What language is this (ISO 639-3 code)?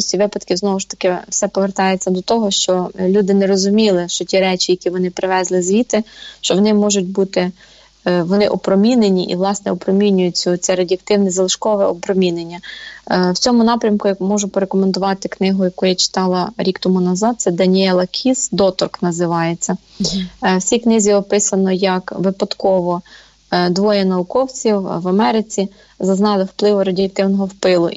ukr